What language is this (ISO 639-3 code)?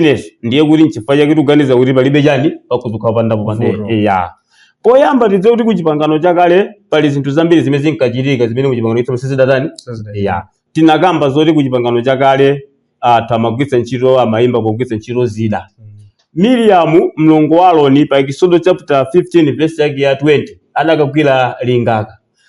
nya